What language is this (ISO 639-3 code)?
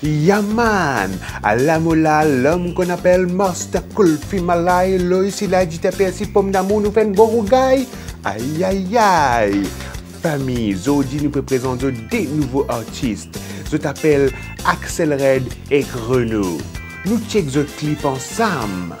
mfe